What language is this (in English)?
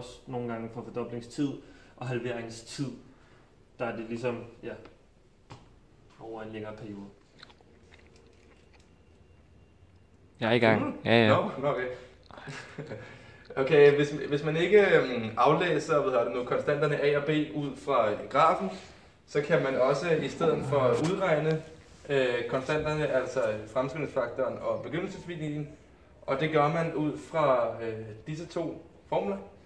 Danish